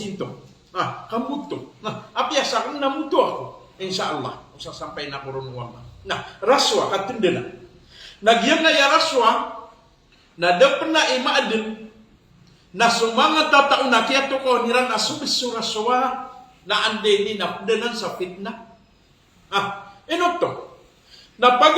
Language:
Maranao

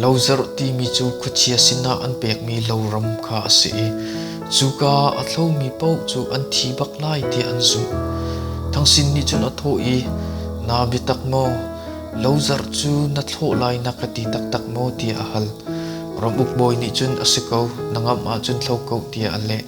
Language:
Hakha Chin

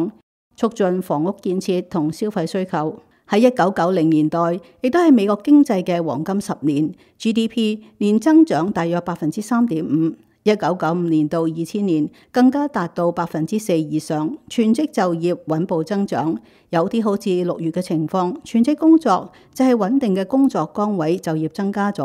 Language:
Cantonese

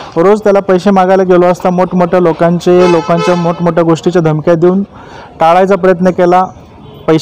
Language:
Marathi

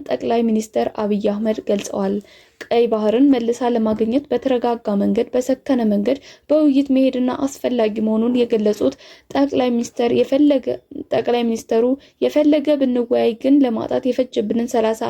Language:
Amharic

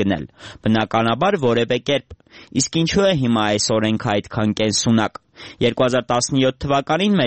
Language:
Armenian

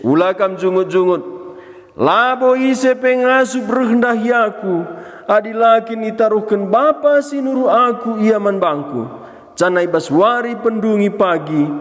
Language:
Batak Karo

